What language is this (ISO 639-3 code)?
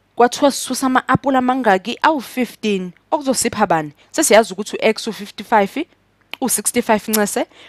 zul